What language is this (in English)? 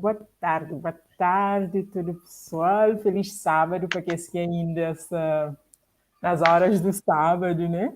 Kabuverdianu